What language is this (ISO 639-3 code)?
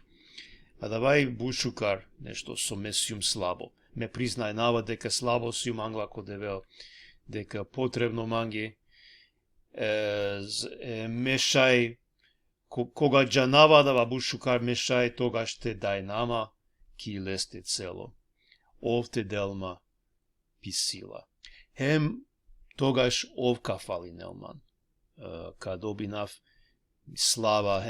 rmn